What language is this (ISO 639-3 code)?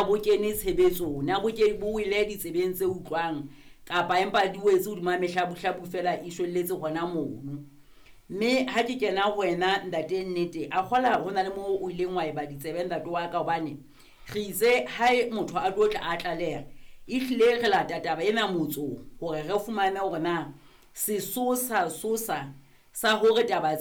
sot